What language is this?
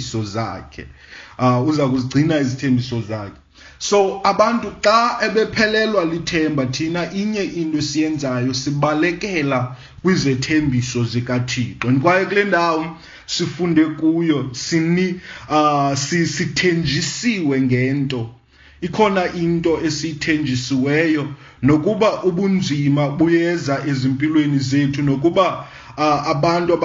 Xhosa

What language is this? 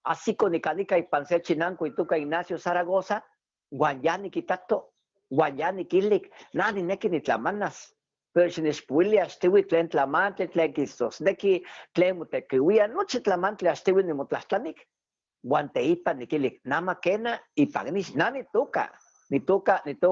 Eastern Huasteca Nahuatl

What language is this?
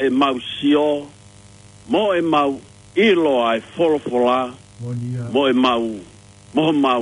Tongan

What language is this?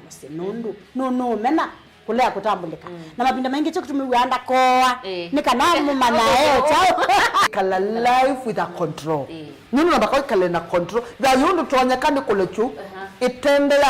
Kamba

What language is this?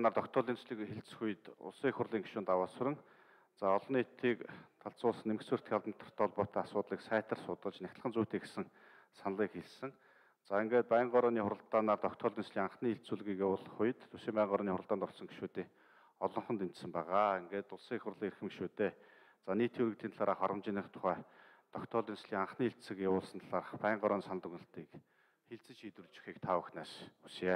Mongolian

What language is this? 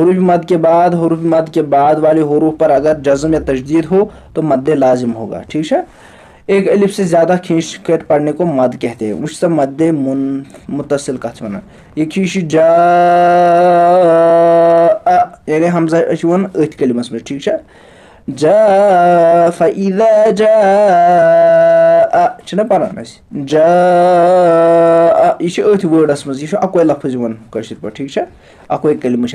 Kashmiri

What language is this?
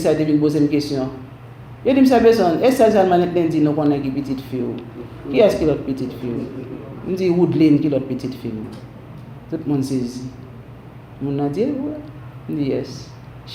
Haitian Creole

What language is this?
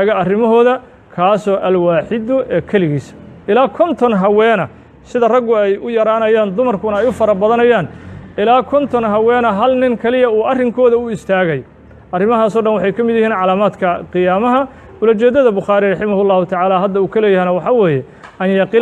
Somali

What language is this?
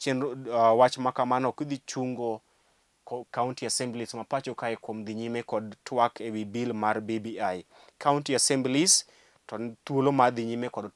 Luo (Kenya and Tanzania)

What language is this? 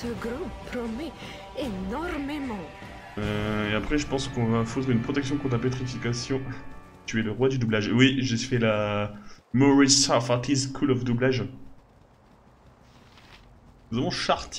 French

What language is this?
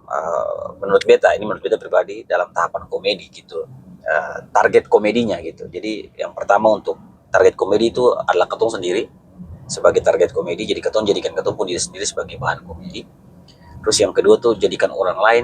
Ambonese Malay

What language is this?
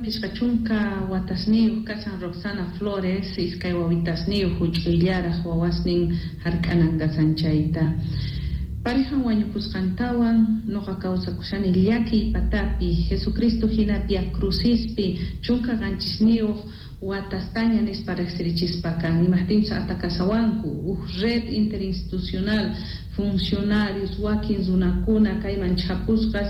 South Bolivian Quechua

